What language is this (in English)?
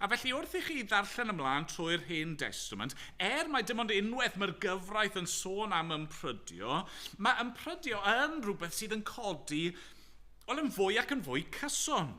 Welsh